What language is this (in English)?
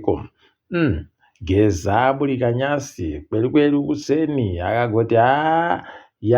Ndau